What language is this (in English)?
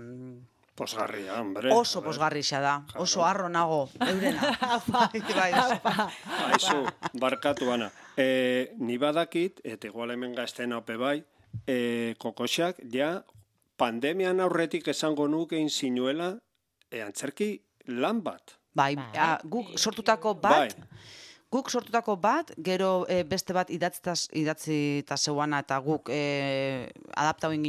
Basque